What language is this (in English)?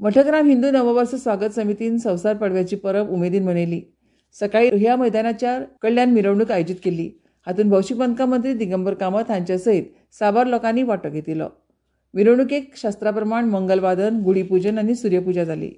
Konkani